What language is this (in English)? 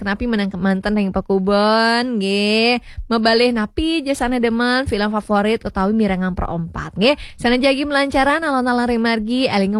Balinese